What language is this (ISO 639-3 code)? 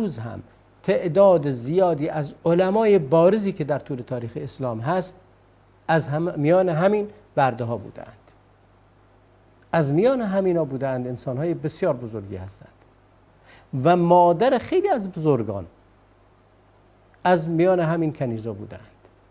fas